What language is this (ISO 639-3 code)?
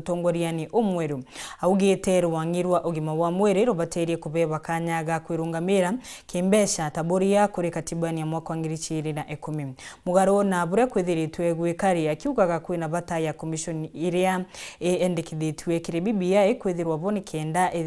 mer